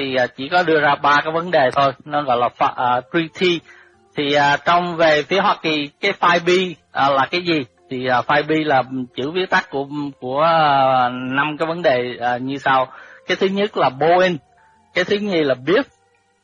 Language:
Vietnamese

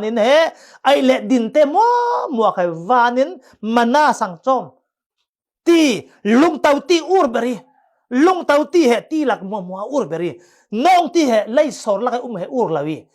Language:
Falam Chin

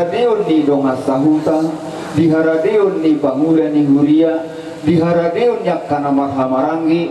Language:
Batak Toba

